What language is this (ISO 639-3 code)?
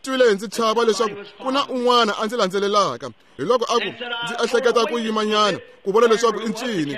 tso